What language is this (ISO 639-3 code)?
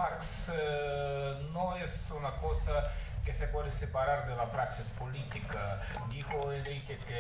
spa